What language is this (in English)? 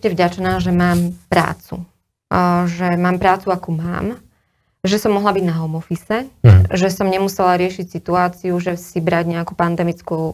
Slovak